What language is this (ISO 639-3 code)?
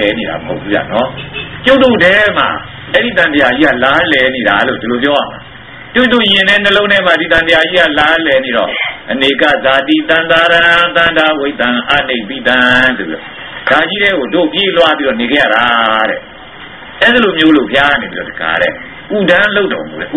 mya